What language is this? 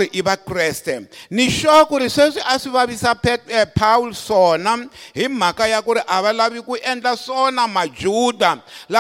Tsonga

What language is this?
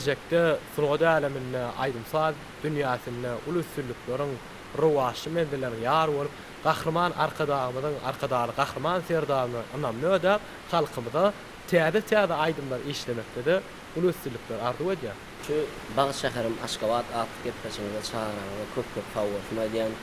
Turkmen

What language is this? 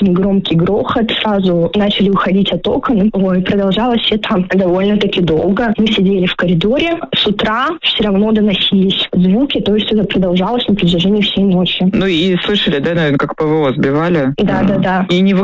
Russian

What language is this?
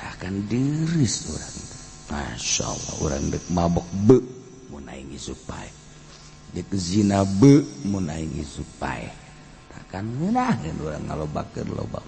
Sundanese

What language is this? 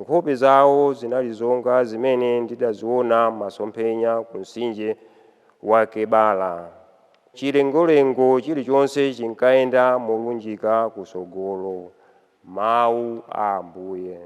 Nyanja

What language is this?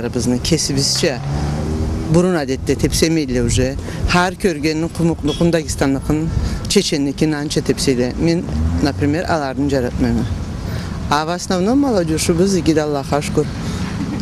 Karachay-Balkar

